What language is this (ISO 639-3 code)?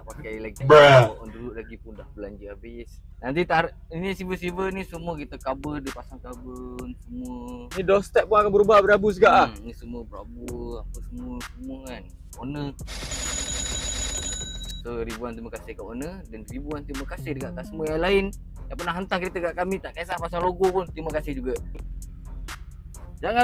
msa